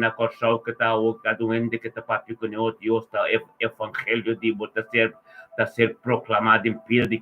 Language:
Papiamento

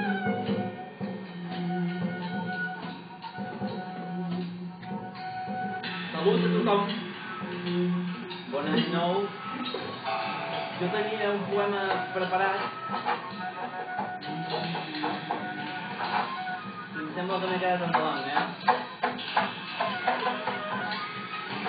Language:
Catalan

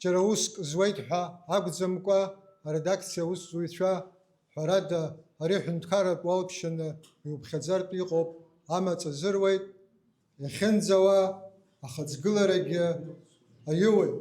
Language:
Abkhazian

